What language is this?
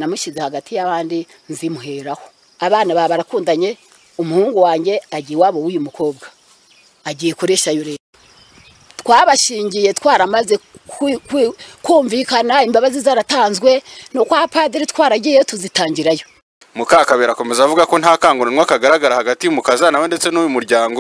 Kinyarwanda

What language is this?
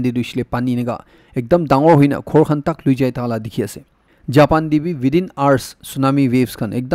Naga Pidgin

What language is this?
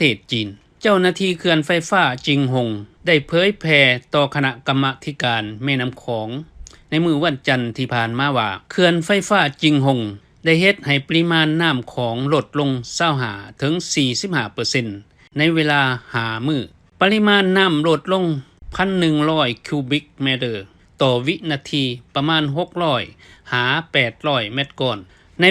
Lao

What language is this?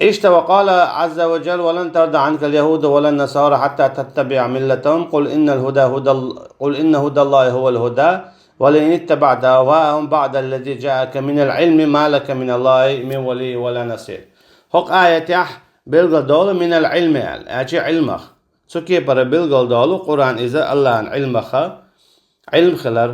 Chechen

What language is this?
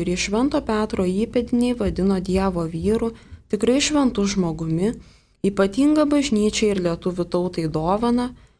Lithuanian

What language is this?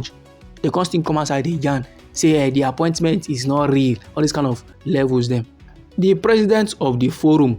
Nigerian Pidgin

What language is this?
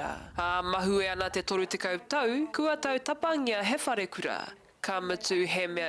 Māori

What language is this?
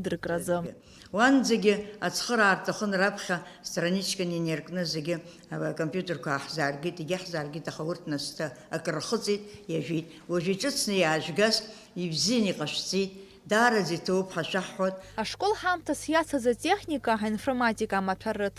Abkhazian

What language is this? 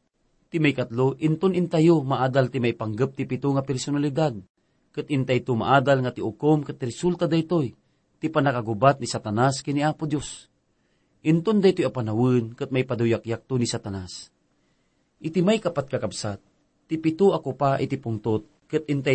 Iloko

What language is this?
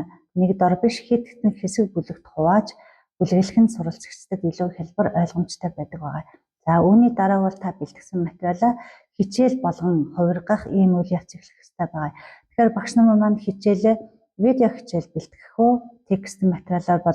Mongolian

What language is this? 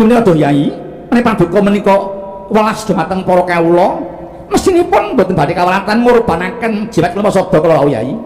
Javanese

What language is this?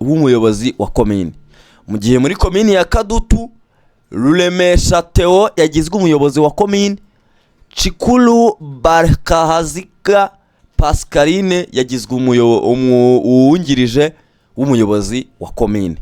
Kinyarwanda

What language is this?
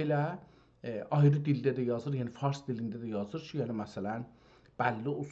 South Azerbaijani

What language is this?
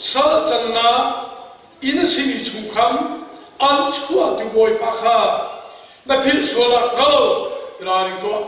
Hakha Chin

